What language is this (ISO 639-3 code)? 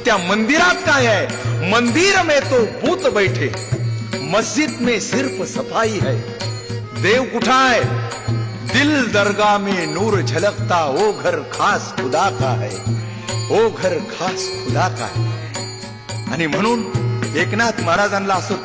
mar